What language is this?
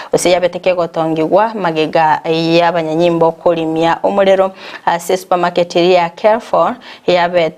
Gusii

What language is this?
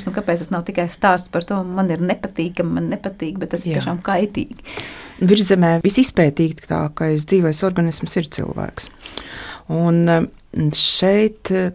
Latvian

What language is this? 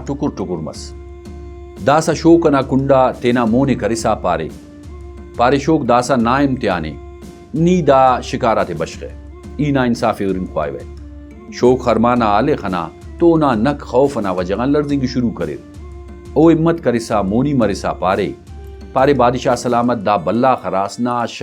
Brahui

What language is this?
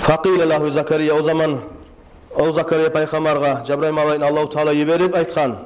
Kumyk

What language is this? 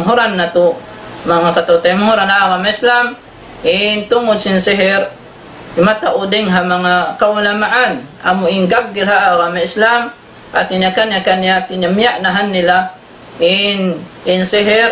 Tausug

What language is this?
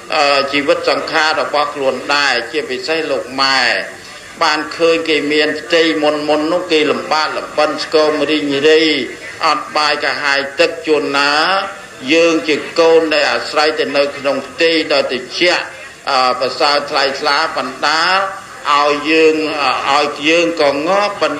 Khmer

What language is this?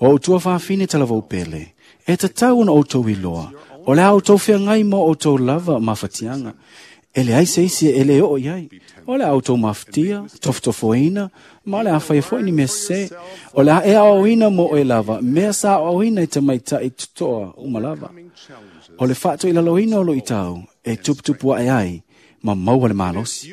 Samoan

